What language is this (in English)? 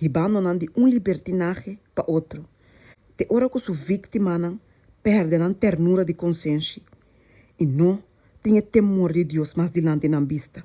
Papiamento